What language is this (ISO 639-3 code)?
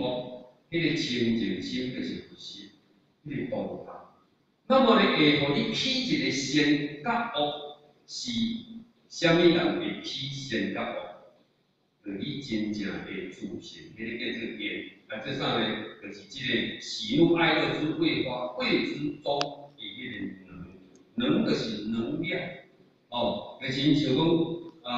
nan